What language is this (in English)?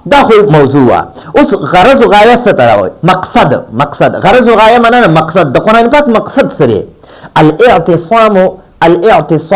Pashto